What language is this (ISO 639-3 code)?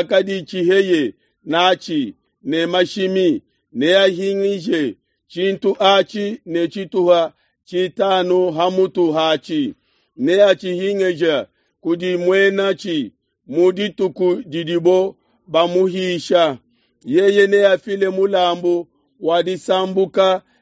lua